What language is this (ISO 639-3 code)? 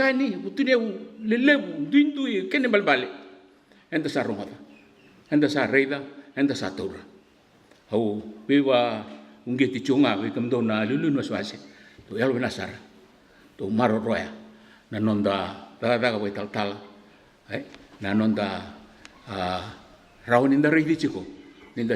fij